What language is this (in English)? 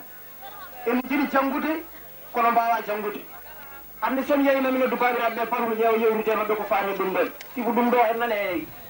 Fula